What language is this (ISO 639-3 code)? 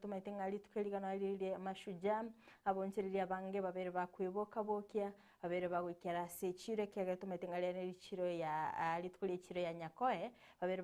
guz